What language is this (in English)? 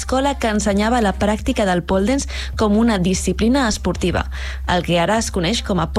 Catalan